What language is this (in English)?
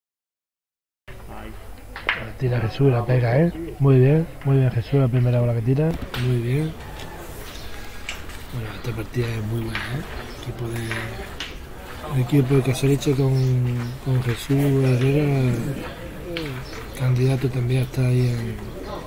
Spanish